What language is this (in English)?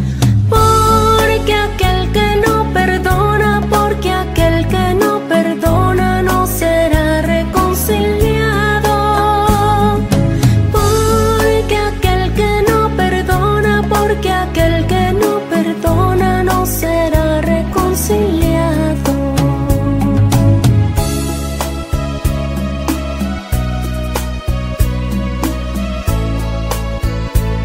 Spanish